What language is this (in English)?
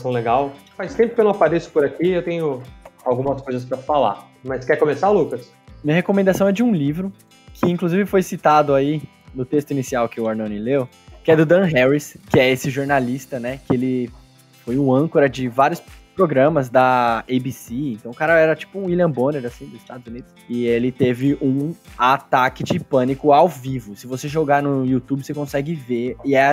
Portuguese